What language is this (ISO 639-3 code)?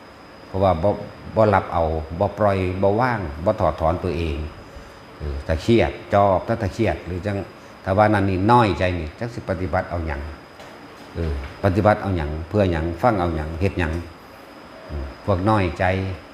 lao